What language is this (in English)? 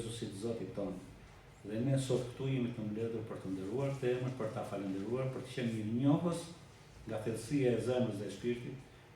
Albanian